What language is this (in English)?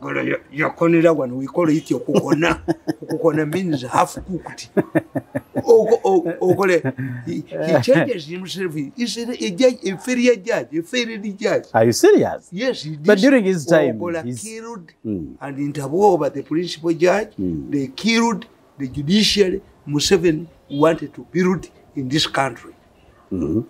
English